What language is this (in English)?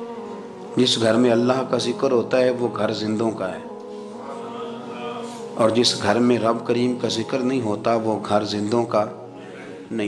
Urdu